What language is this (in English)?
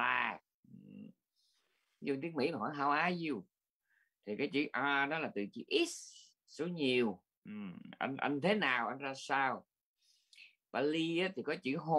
Vietnamese